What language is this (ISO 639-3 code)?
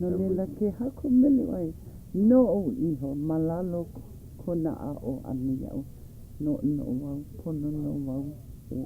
haw